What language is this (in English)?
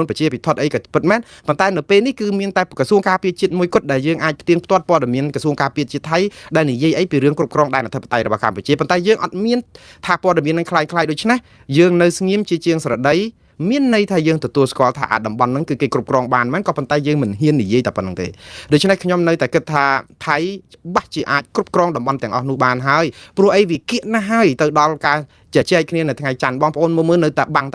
Khmer